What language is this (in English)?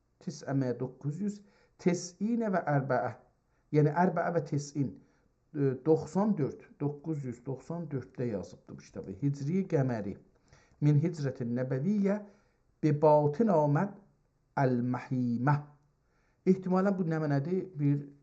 South Azerbaijani